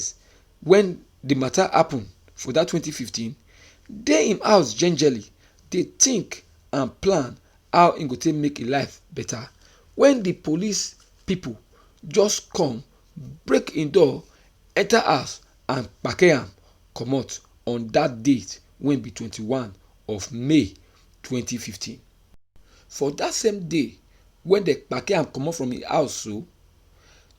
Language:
Nigerian Pidgin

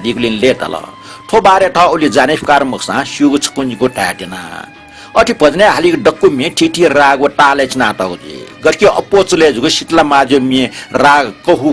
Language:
Newari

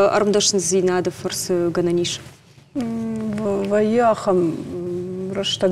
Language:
Ossetic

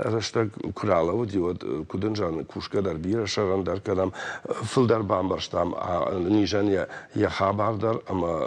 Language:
Ossetic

